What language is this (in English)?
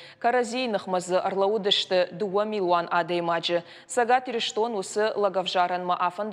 Ossetic